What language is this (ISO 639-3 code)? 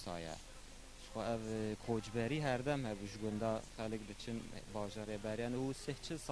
kur